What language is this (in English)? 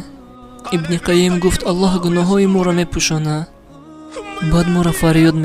Tajik